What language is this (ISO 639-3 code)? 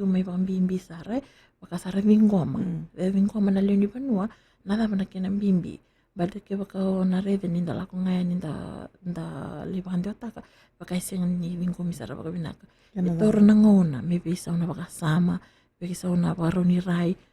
fij